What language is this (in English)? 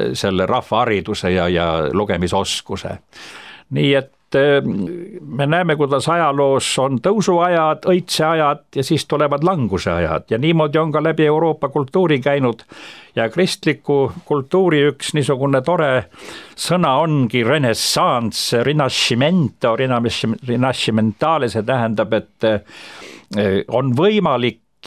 Estonian